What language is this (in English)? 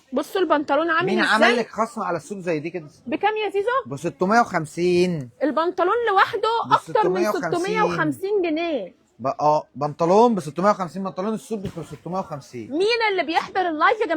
Egyptian Arabic